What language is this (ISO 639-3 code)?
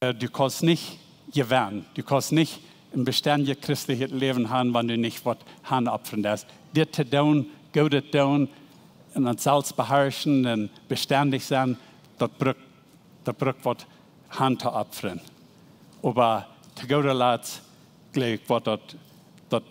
pdt